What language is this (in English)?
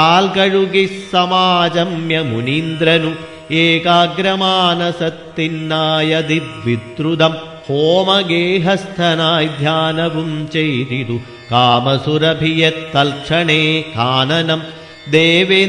Malayalam